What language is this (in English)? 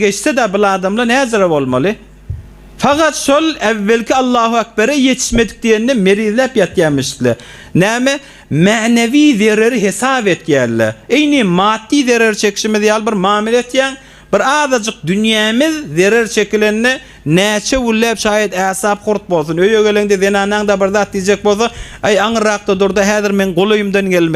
Turkmen